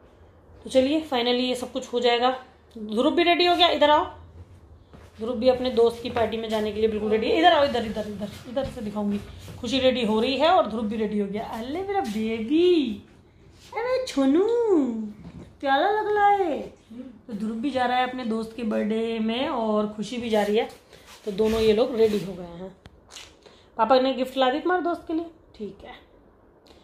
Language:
Hindi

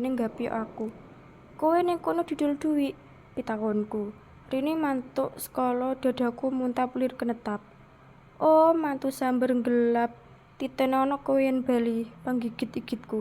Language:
Javanese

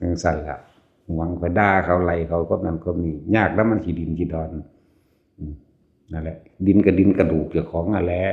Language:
Northeastern Thai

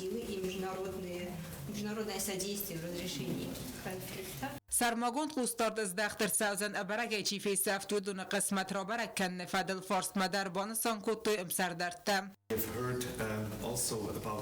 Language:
Ossetic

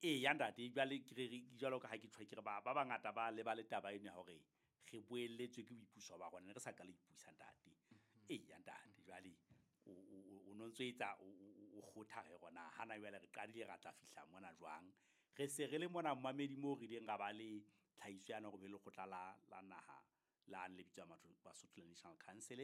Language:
Southern Sotho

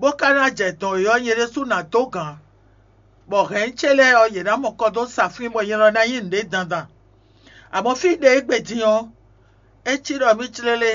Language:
Fon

